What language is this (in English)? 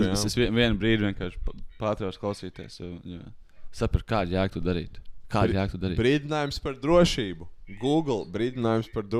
Latvian